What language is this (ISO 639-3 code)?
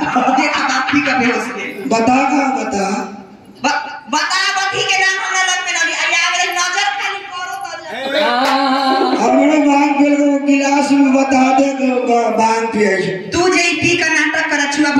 bho